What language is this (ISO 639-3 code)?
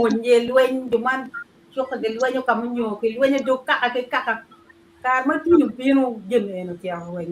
ach